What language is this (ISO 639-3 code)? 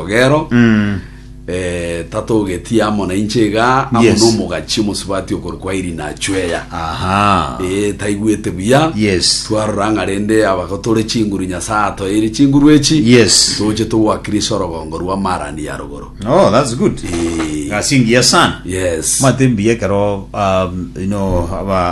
guz